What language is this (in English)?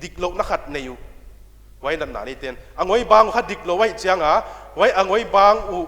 Paite Chin